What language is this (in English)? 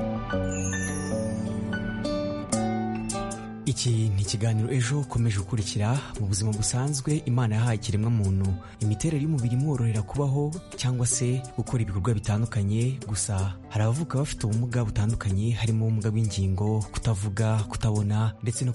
Kinyarwanda